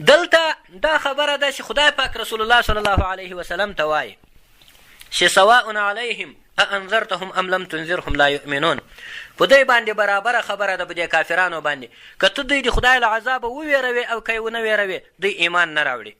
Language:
Pashto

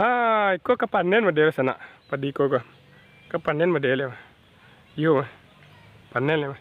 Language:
Minangkabau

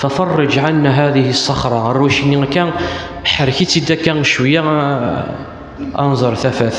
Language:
Kabyle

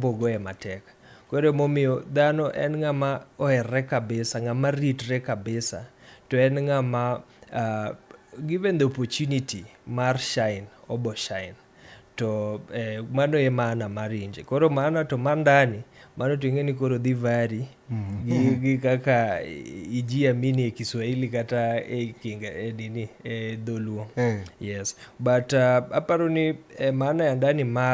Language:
Luo (Kenya and Tanzania)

